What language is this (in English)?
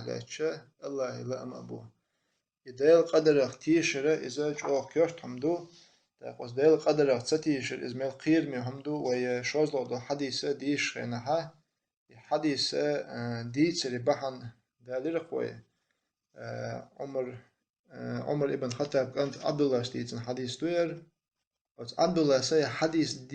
Chechen